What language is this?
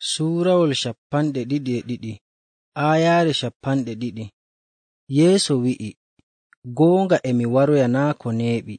Nigerian Fulfulde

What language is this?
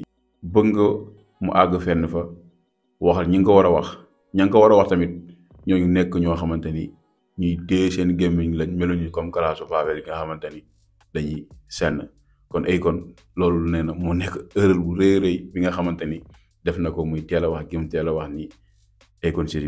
Wolof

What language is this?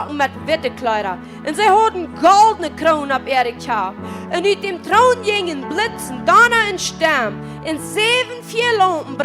Plautdietsch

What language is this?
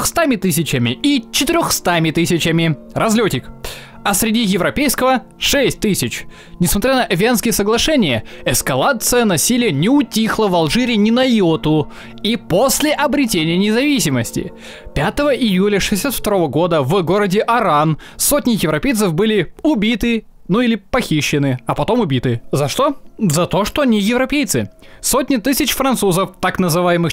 Russian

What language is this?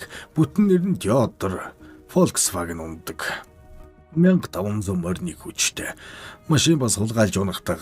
Mongolian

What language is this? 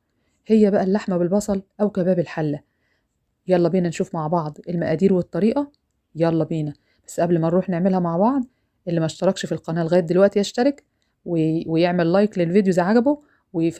Egyptian Arabic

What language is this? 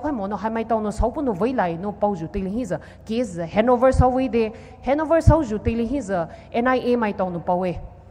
Poumei Naga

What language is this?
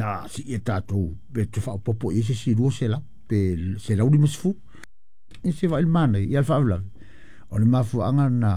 Samoan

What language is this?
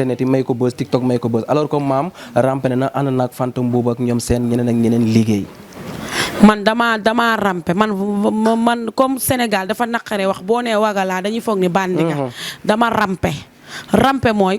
Wolof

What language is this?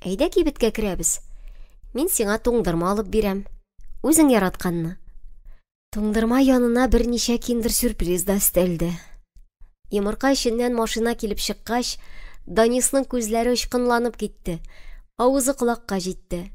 Tatar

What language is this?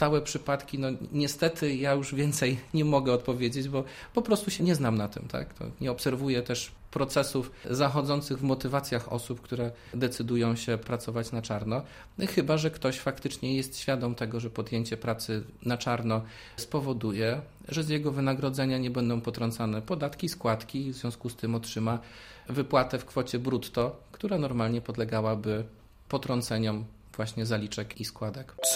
Polish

